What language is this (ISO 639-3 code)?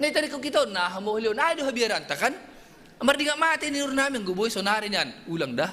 bts